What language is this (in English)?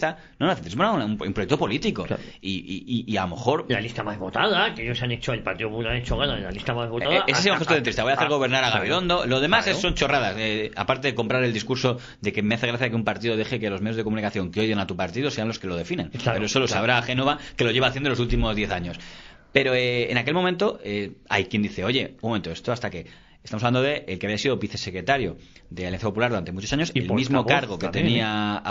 Spanish